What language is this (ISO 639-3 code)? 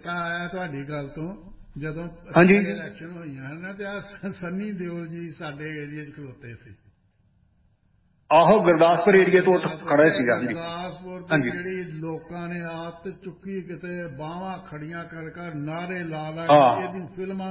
pan